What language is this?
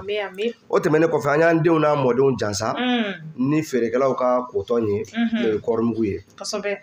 Bambara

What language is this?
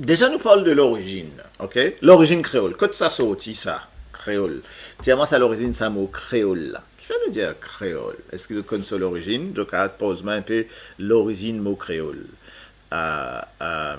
Morisyen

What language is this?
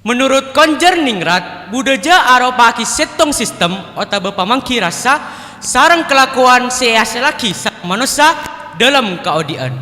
Madurese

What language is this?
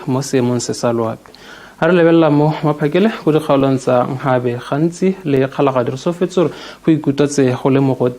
Tswana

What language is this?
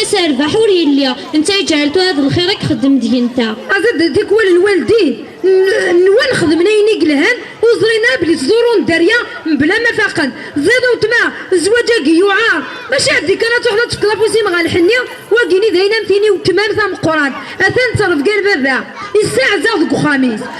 Kabyle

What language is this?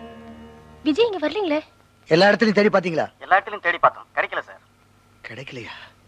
Tamil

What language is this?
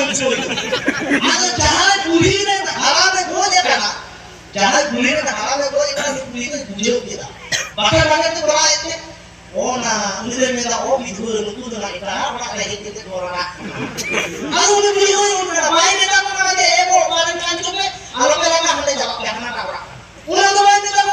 Santali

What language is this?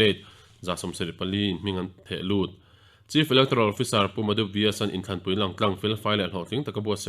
Mizo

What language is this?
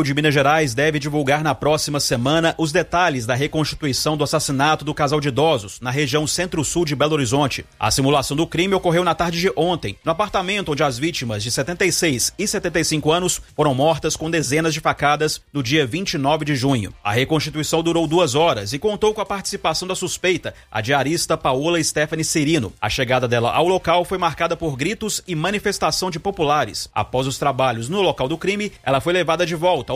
Portuguese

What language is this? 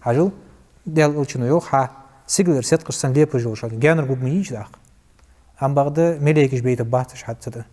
Ingush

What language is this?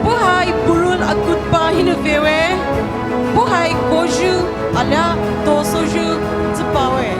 Poumei Naga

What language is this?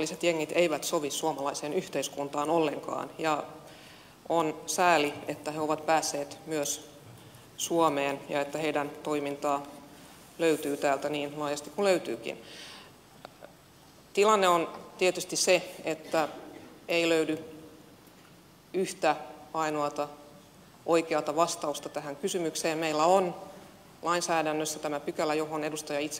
Finnish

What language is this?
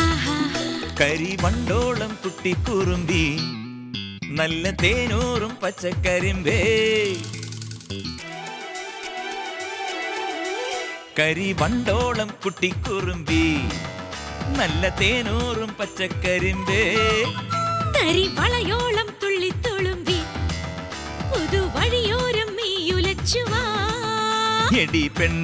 Malayalam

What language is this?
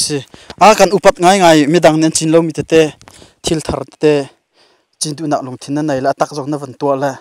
Hakha Chin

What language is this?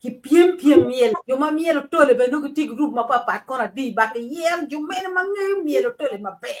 Acoli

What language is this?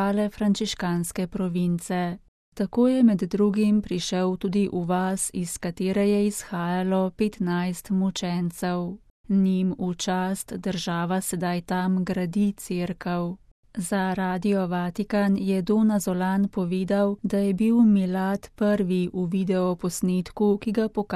Slovenian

